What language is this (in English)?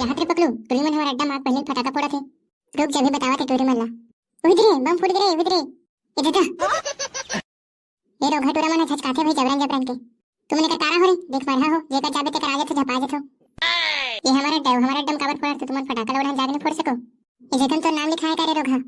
Chhattisgarhi